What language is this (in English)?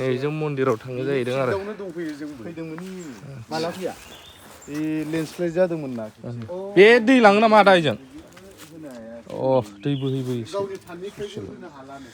Bodo